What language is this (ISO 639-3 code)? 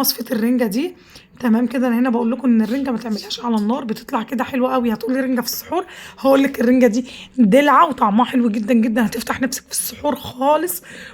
arz